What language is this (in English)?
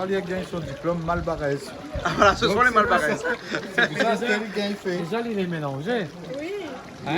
Réunion Creole French